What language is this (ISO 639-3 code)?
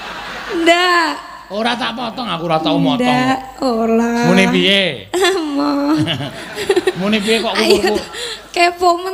jav